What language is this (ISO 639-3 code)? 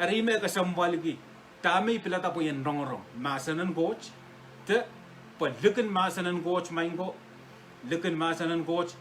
pon